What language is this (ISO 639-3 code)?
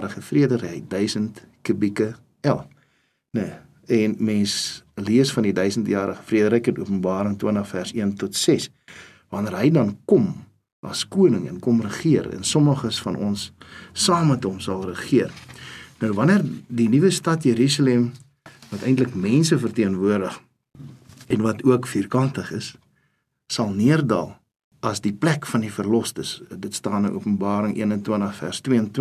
afr